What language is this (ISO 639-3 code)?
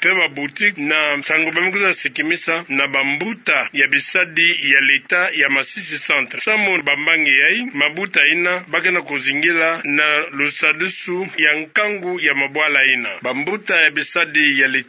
ktu